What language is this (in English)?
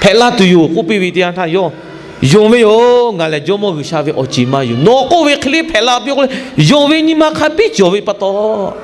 Lahu